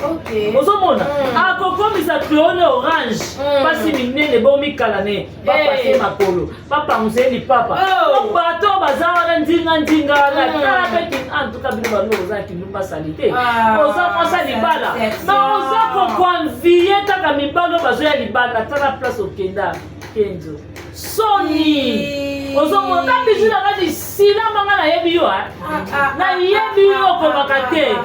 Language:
Lingala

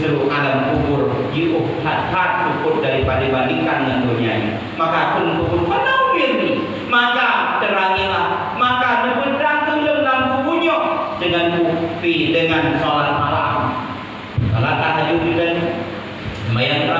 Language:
Achinese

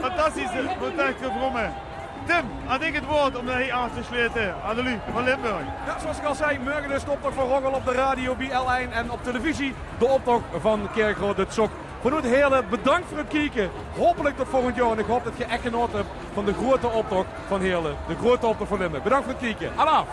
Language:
Limburgish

